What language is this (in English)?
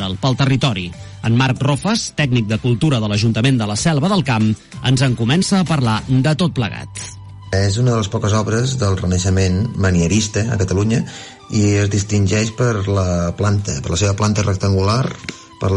Catalan